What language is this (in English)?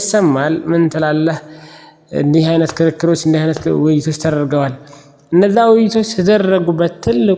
Amharic